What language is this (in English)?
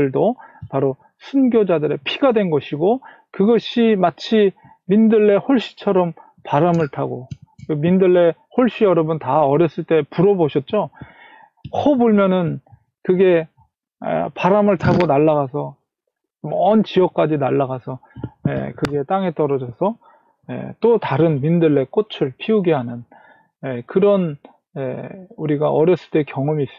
Korean